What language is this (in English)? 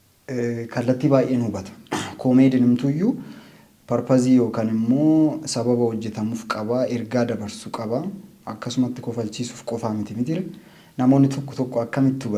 Oromo